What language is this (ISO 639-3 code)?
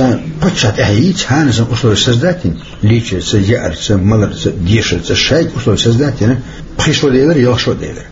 che